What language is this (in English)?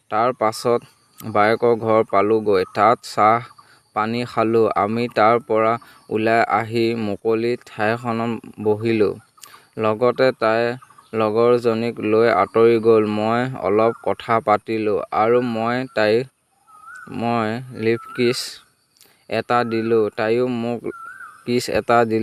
Assamese